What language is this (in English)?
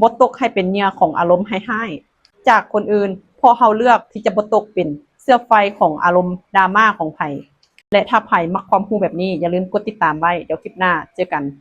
Lao